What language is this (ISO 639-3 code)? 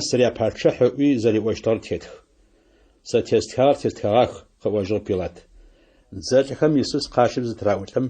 ady